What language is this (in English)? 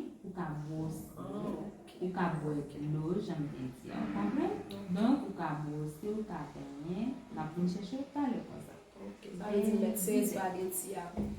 Haitian Creole